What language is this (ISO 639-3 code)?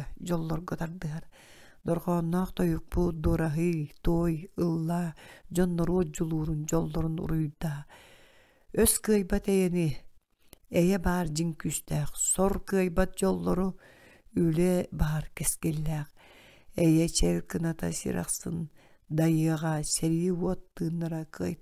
sah